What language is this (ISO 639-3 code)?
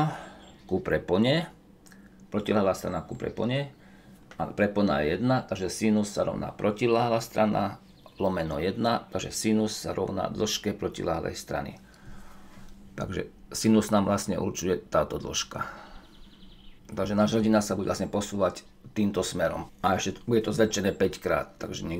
slk